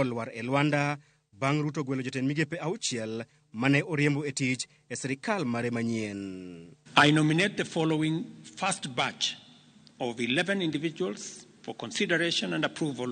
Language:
Luo (Kenya and Tanzania)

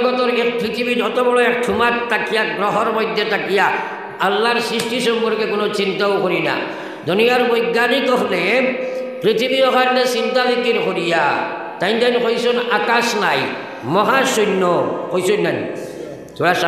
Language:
Sylheti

